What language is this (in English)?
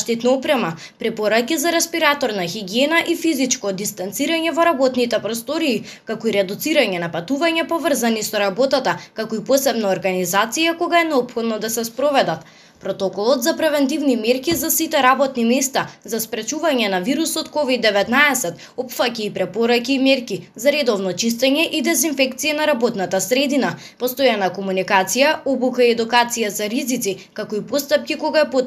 Macedonian